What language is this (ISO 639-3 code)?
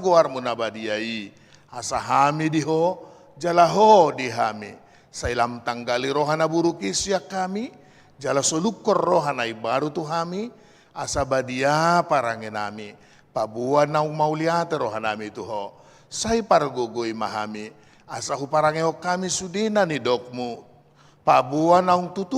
bbc